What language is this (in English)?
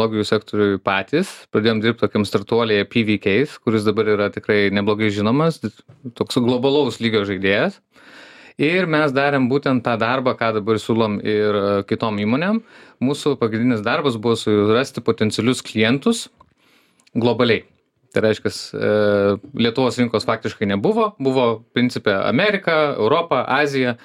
Lithuanian